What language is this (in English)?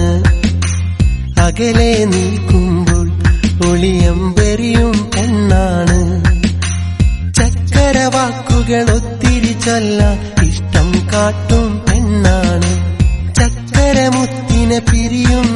Malayalam